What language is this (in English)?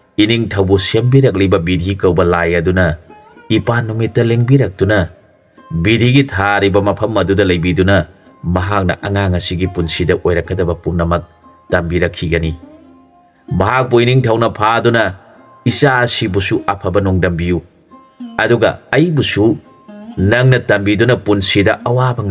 Manipuri